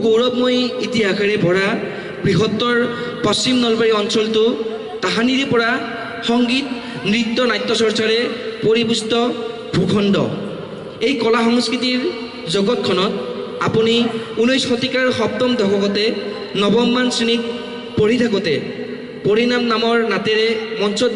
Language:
Assamese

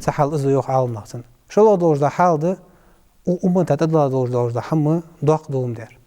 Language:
Ingush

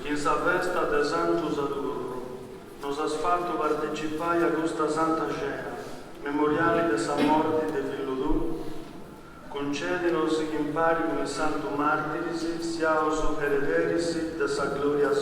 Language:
Sardinian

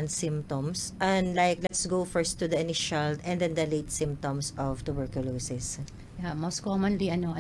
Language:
Waray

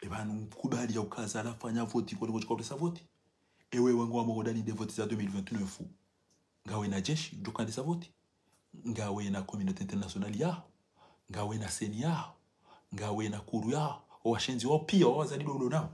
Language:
Ngazidja Comorian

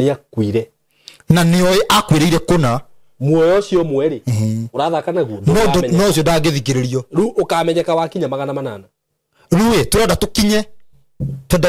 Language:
Kikuyu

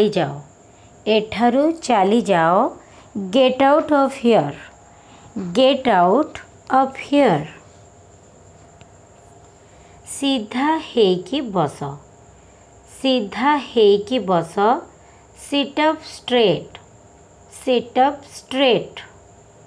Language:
Odia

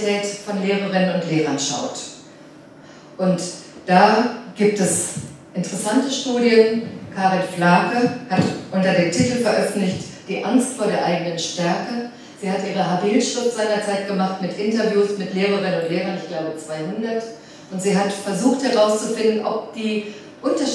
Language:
German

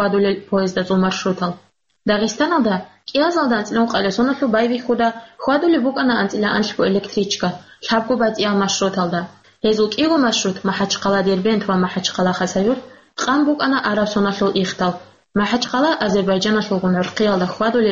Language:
Avaric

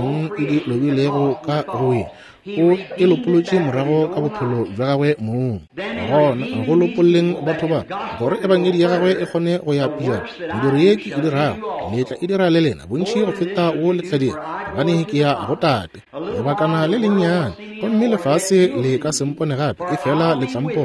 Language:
Northern Sotho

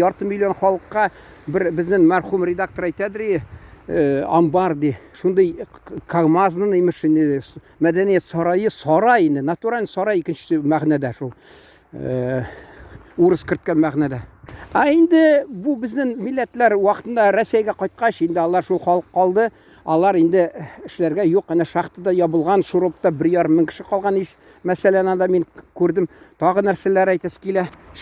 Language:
Tatar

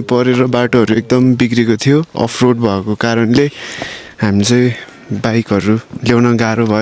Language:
Nepali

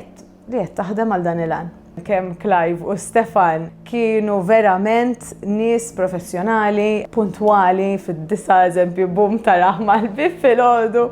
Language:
Maltese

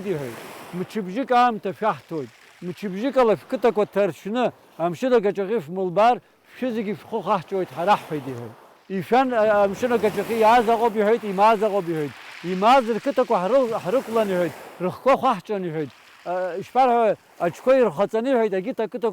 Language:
Abkhazian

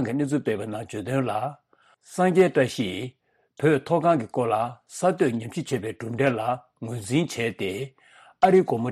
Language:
Tibetan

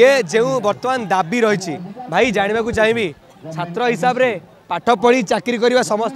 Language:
Odia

